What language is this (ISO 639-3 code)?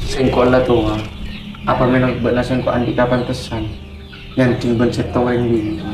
mad